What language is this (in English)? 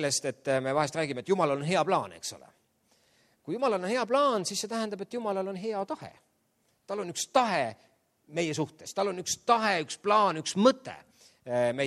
Estonian